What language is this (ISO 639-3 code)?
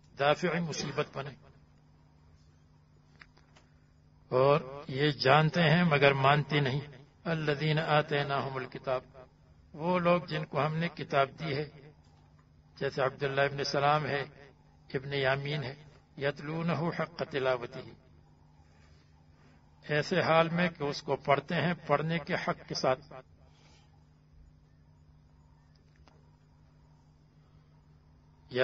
urd